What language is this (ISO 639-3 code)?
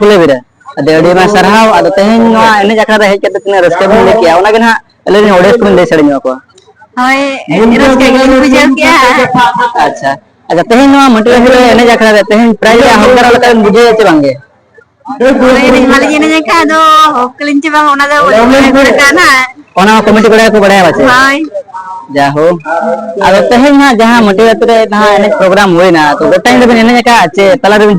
sat